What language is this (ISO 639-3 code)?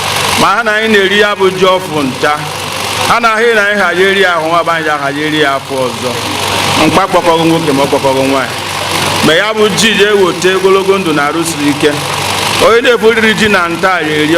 ibo